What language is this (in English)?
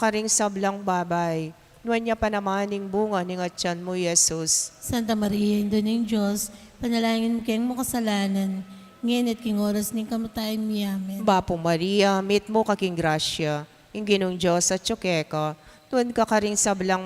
Pampanga